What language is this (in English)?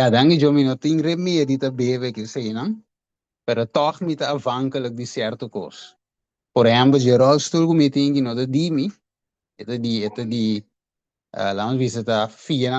Papiamento